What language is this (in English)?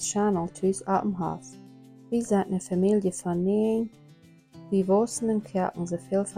Plautdietsch